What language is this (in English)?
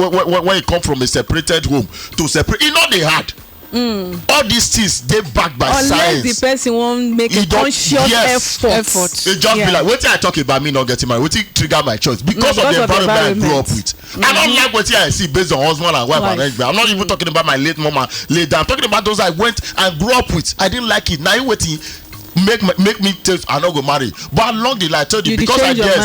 Nigerian Pidgin